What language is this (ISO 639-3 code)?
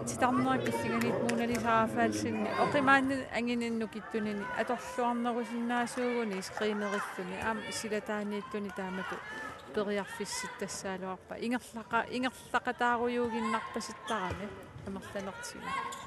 kal